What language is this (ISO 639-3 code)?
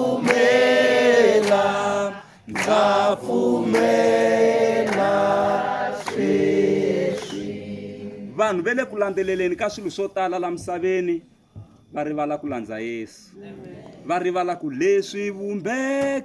tso